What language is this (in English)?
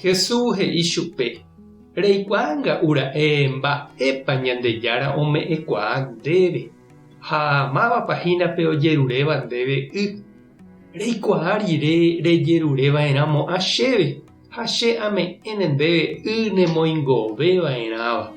Guarani